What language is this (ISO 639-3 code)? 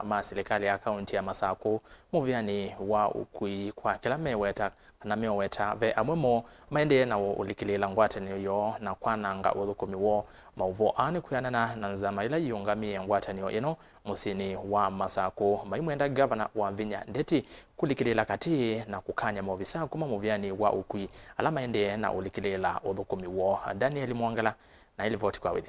kam